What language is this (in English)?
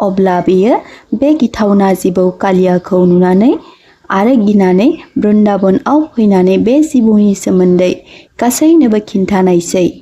Bodo